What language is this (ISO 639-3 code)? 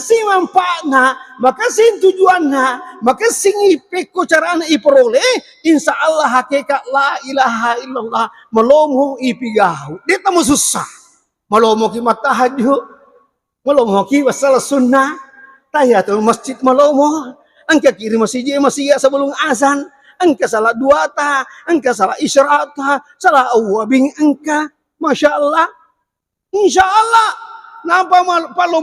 bug